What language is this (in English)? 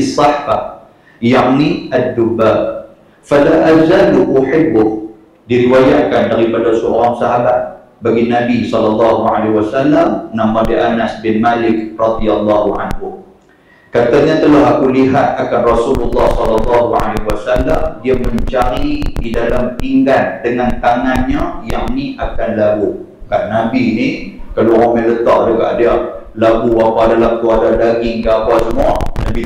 Malay